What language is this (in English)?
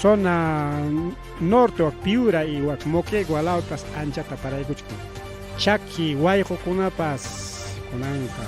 Ayacucho Quechua